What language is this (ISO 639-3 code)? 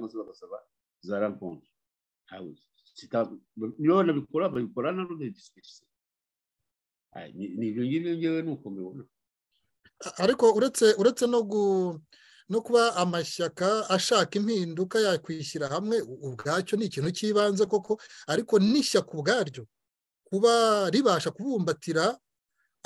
kin